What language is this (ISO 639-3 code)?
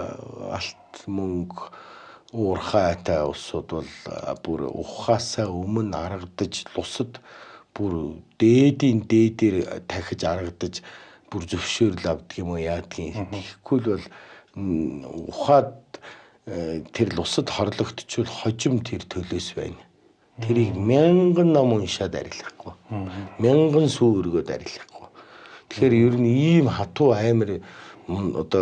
mon